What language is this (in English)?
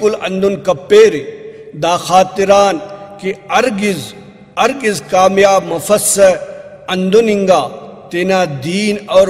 Brahui